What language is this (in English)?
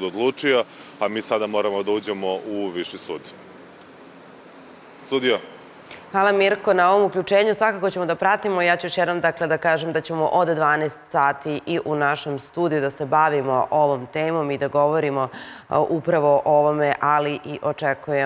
Serbian